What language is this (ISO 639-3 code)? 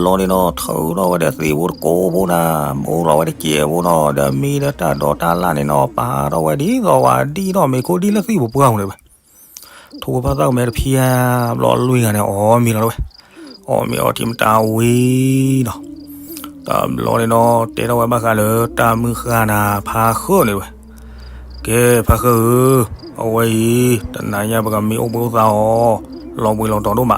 ksw